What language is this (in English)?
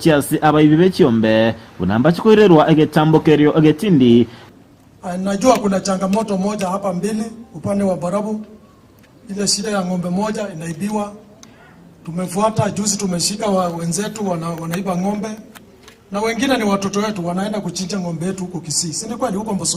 Gusii